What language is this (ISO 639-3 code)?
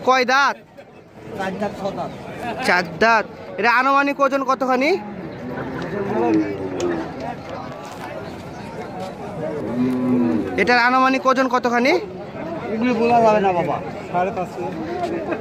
ben